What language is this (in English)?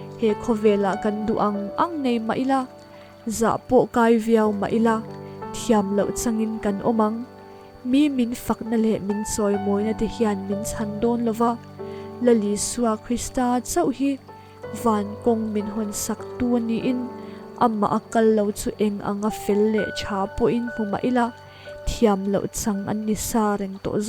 Mizo